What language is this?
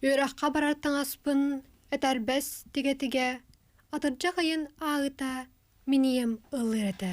Yakut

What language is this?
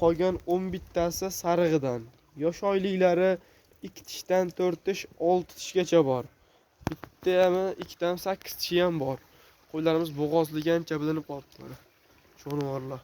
Uzbek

